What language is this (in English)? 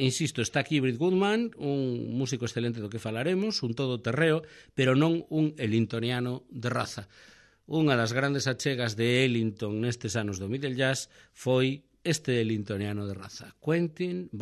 Galician